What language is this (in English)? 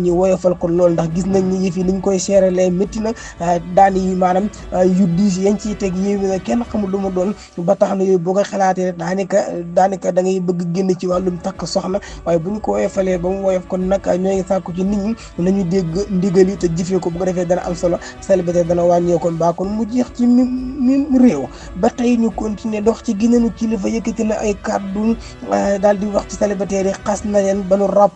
Wolof